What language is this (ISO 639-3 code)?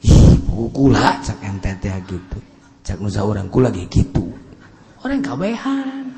sun